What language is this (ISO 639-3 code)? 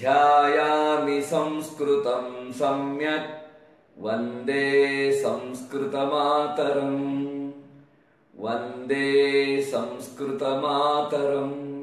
san